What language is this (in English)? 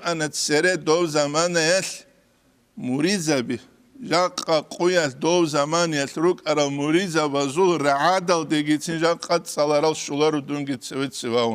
Avaric